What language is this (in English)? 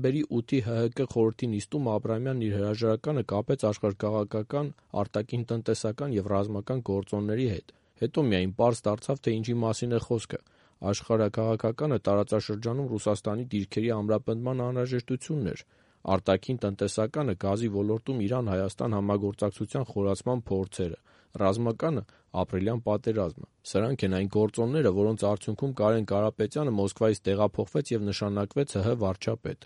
Armenian